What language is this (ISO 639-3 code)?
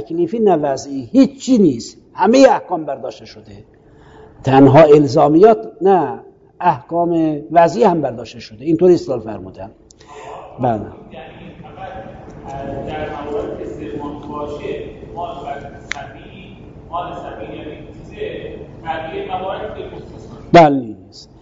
fas